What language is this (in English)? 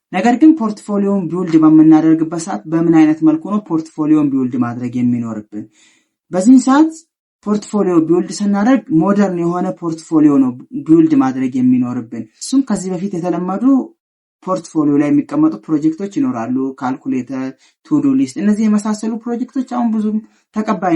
Amharic